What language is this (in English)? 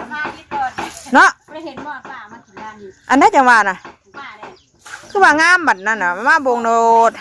Northeastern Thai